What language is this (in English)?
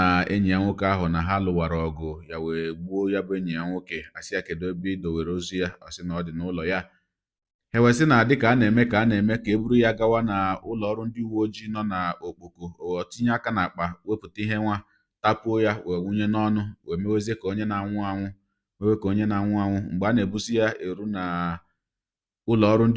Igbo